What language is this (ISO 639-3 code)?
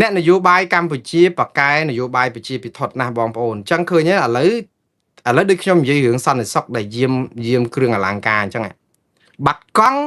khm